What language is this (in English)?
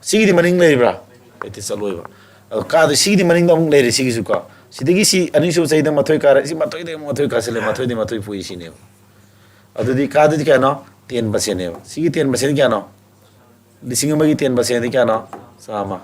Manipuri